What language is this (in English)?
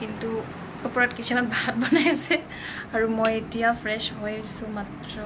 Assamese